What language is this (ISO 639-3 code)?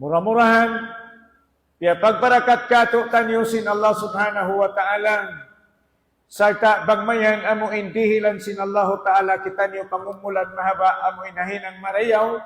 tsg